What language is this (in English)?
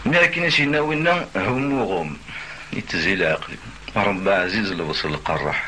Kabyle